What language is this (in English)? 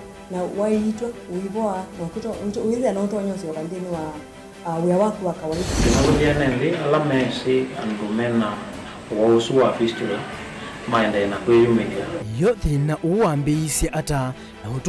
Kamba